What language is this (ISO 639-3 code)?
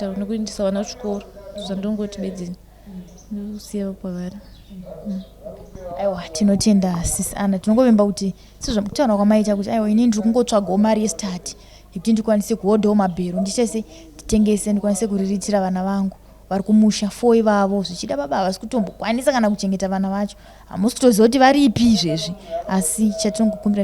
sna